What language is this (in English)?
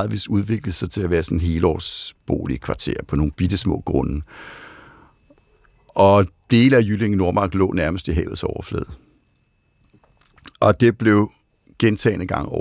Danish